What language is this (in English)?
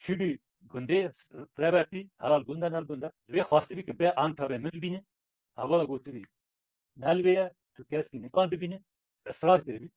Kurdish